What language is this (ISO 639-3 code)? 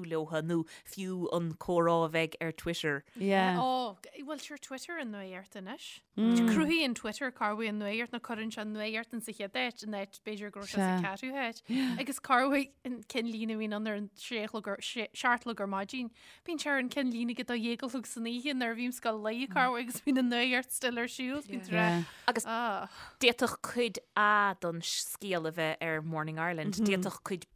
gle